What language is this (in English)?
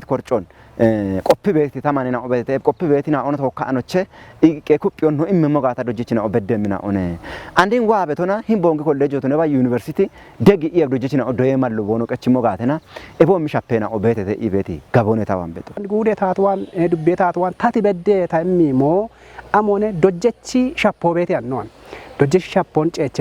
Kafa